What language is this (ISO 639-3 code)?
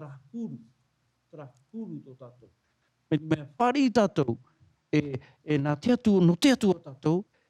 tah